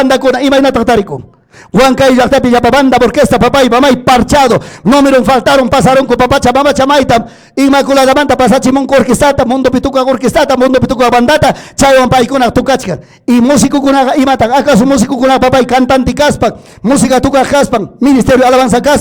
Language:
Ayacucho Quechua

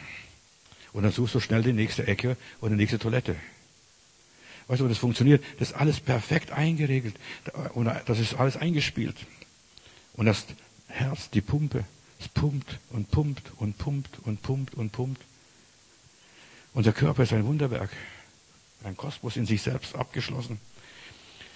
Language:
German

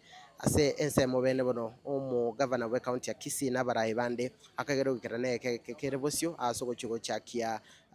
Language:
Gusii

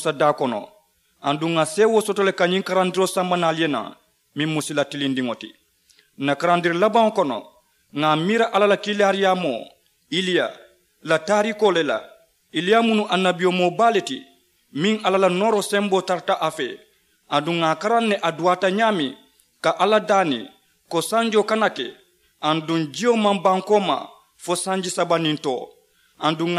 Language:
Mandingo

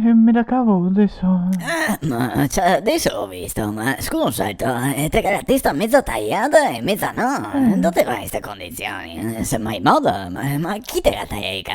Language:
Venetian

